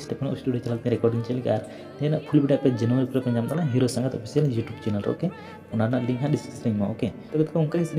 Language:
Santali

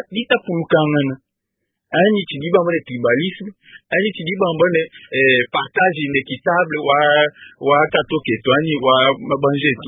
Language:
Luba-Lulua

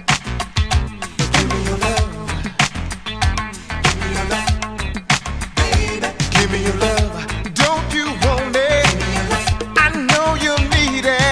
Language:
English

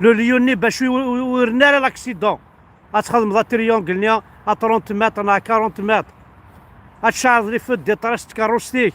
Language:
Kabyle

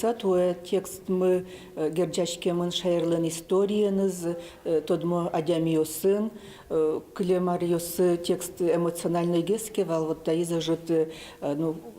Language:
Udmurt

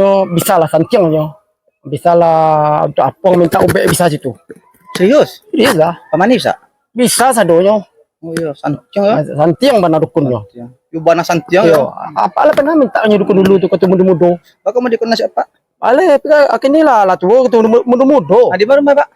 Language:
Minangkabau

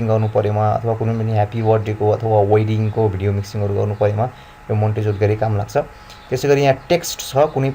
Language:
Nepali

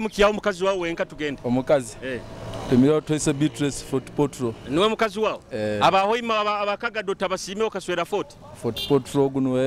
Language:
Nyoro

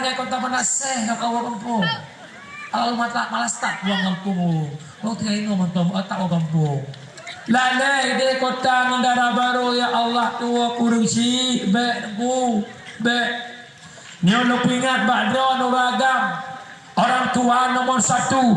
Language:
Achinese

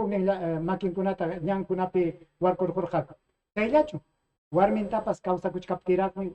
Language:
Ayacucho Quechua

